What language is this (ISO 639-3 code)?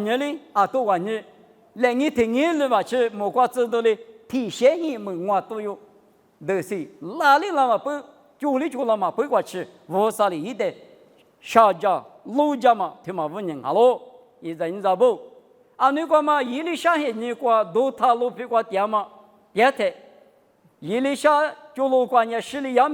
lis